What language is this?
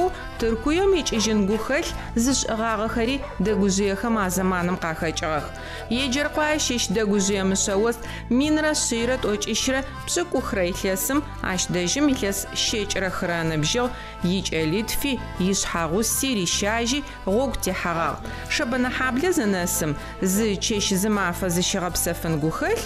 Adyghe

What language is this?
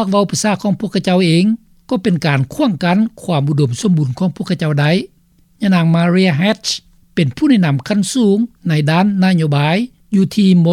Lao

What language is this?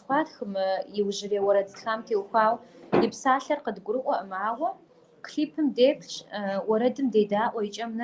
Kabardian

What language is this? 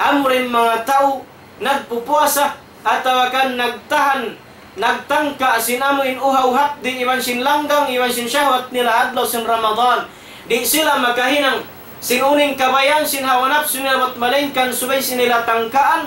Tausug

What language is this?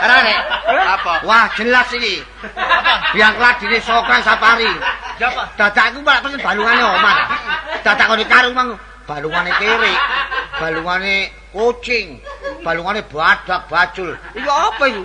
Javanese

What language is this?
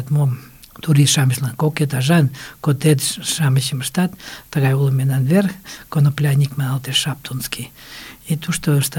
Mari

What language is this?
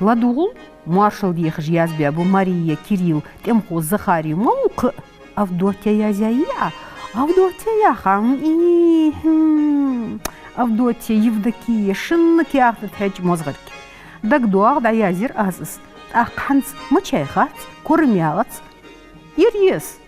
Ingush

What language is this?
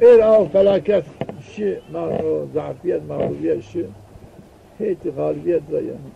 Zaza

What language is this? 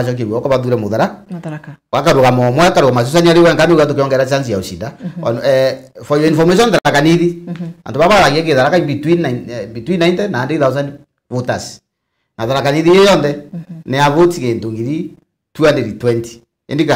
Meru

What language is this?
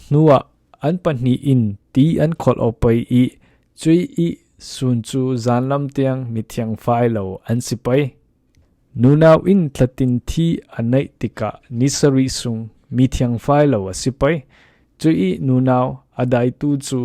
Falam Chin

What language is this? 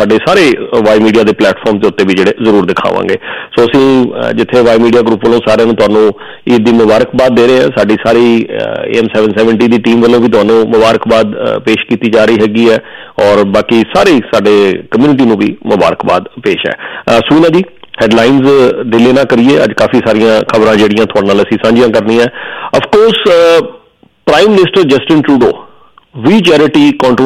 Punjabi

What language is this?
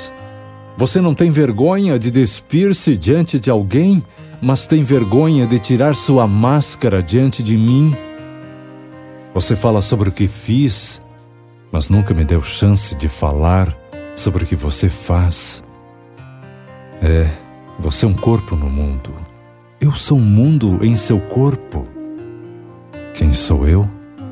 Portuguese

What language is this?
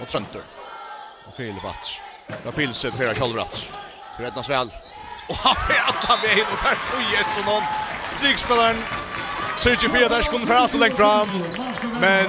Faroese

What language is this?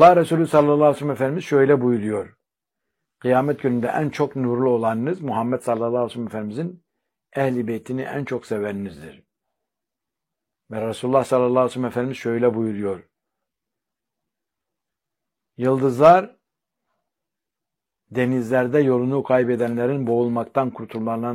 Turkish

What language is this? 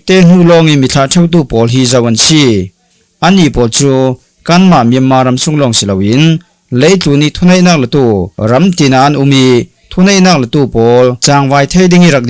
Falam Chin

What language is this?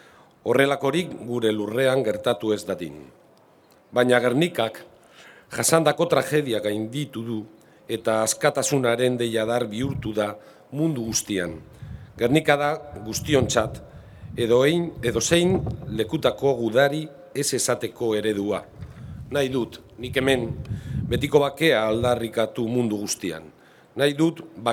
Basque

